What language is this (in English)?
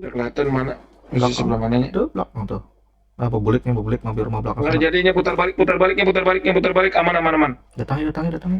Banjar